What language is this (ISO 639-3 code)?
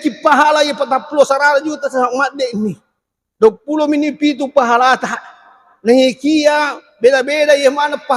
bug